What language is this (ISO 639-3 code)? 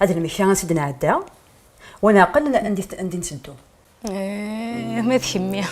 kab